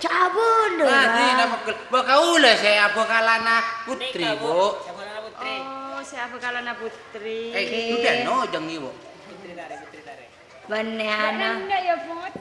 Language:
Madurese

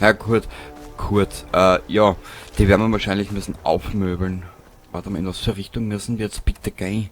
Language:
Bavarian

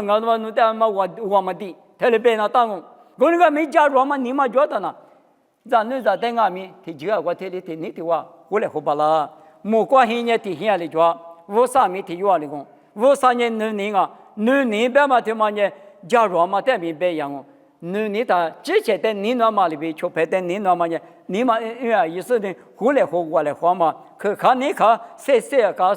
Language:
Lisu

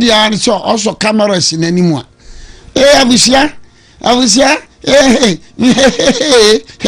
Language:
Akan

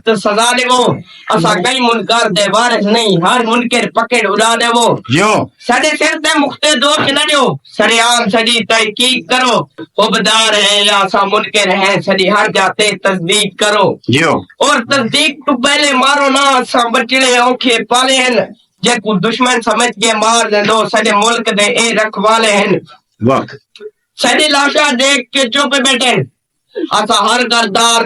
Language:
Saraiki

